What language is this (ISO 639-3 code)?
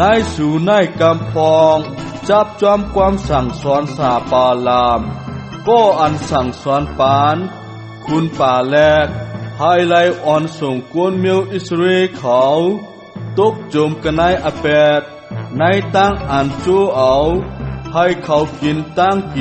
shn